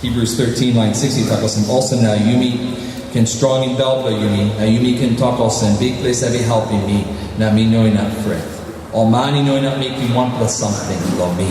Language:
Tok Pisin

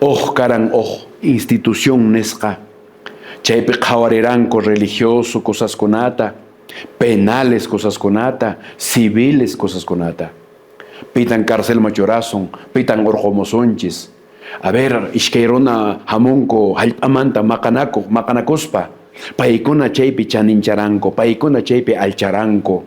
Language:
Quechua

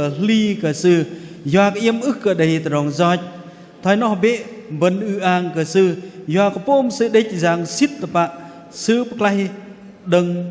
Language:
Bahnar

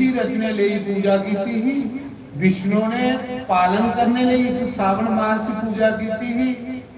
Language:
Dogri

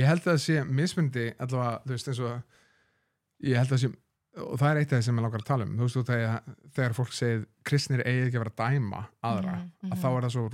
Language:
Icelandic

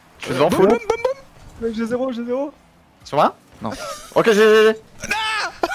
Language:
French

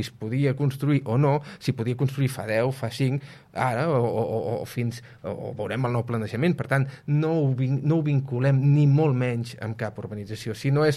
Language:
Catalan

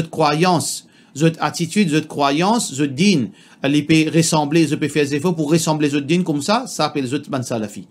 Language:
Morisyen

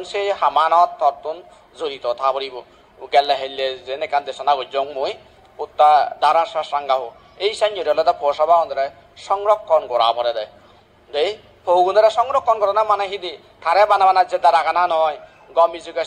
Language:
Chakma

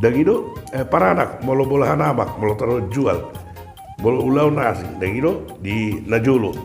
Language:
Batak Toba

